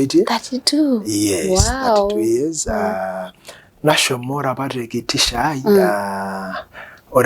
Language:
Masai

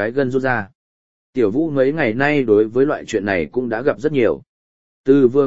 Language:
Vietnamese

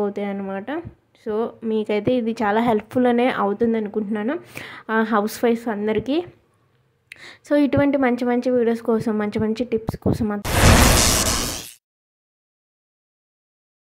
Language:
Telugu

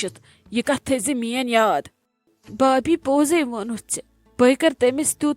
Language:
Kashmiri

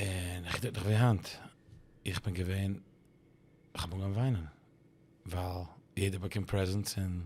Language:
Yiddish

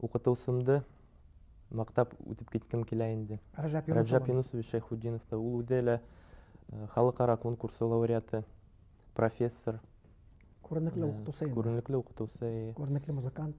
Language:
Bashkir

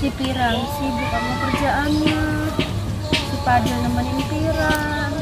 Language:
Betawi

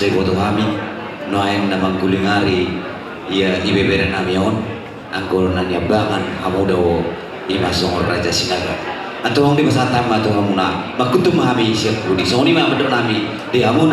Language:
Batak Toba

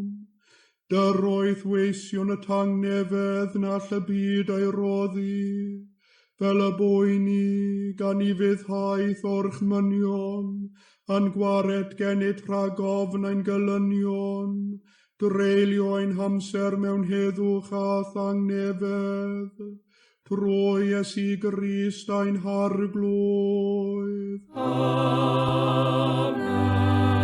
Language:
Welsh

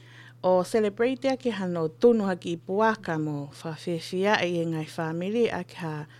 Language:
Tongan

